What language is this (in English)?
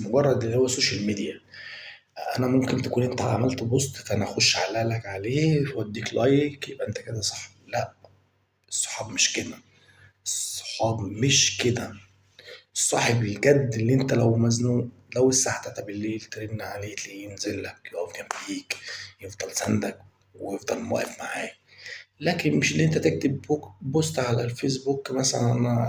Egyptian Arabic